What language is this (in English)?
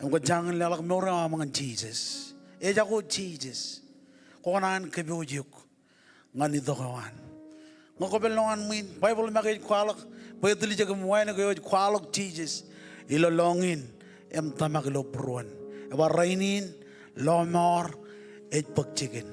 Marshallese